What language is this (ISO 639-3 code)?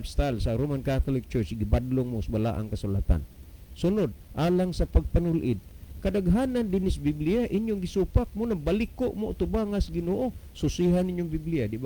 ceb